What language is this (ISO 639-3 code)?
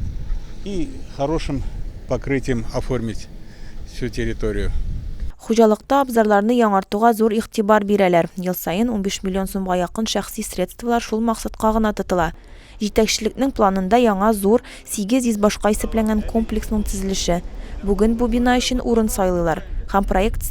tat